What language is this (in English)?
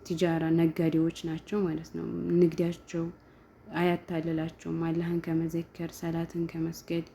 Amharic